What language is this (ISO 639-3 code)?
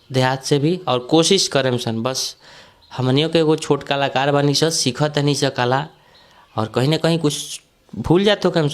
bho